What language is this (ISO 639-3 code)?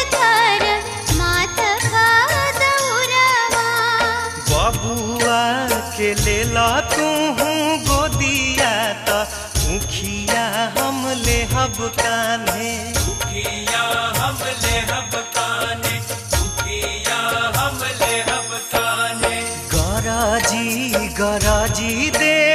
bho